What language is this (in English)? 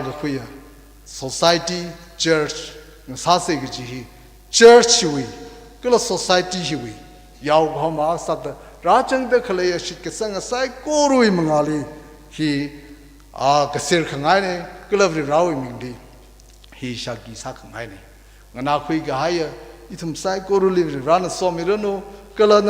Tangkhul Naga (India)